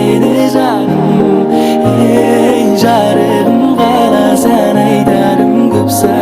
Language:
Kara-Kalpak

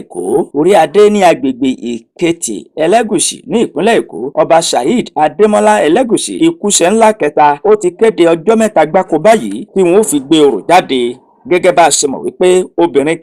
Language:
Yoruba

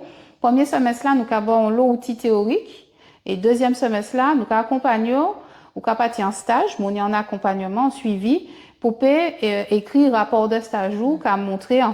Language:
Guadeloupean Creole French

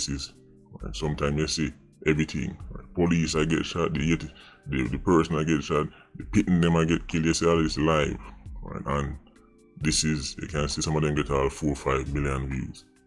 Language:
Jamaican Creole English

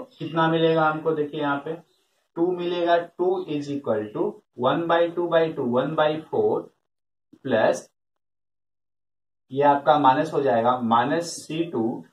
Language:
Hindi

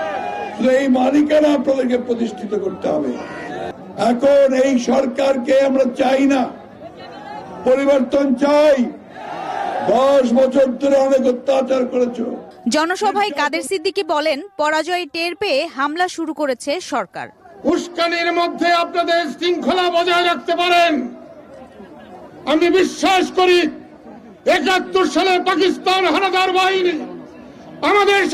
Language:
Bangla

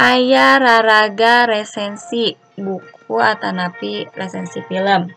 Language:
Sundanese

